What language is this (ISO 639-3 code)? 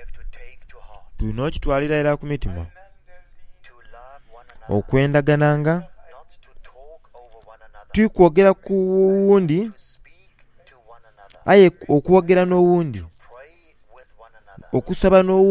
xog